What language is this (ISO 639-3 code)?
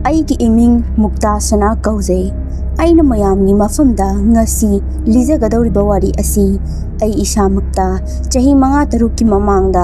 mni